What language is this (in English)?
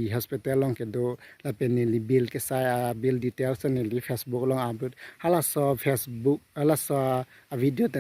Karbi